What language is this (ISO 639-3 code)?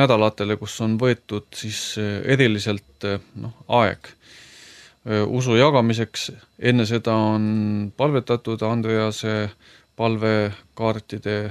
est